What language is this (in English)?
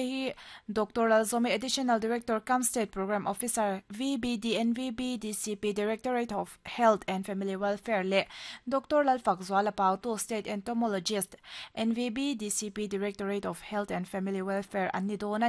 Mizo